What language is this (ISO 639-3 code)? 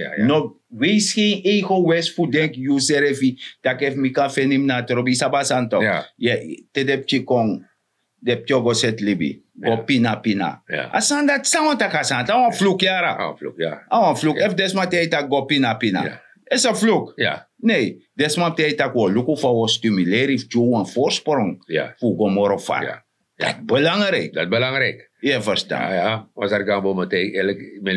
srn